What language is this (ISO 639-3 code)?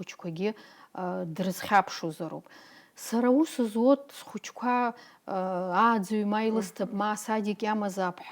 abk